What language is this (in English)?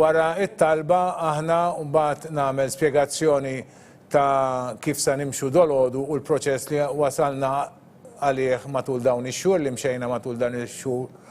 Maltese